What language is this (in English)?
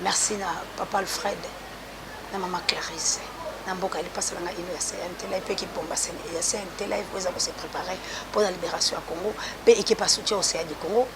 Lingala